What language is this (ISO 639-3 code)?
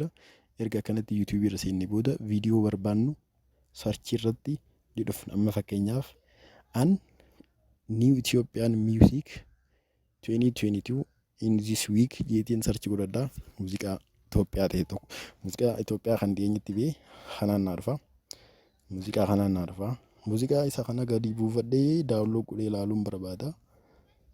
orm